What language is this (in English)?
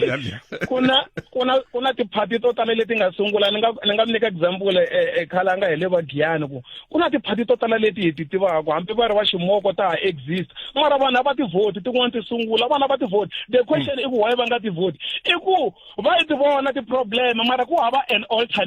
Tsonga